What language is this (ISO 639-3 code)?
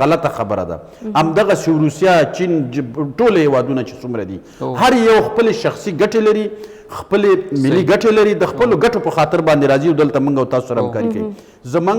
pus